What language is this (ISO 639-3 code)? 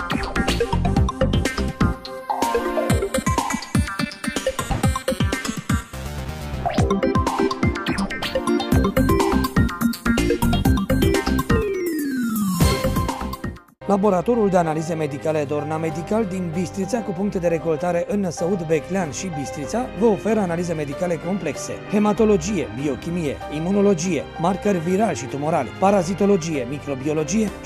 ron